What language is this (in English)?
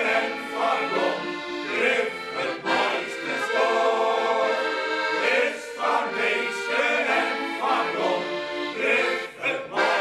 Western Frisian